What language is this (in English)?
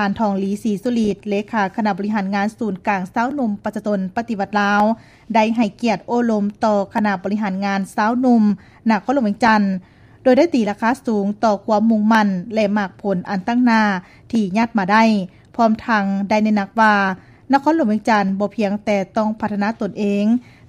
Lao